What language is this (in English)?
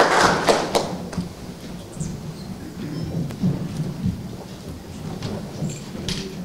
Romanian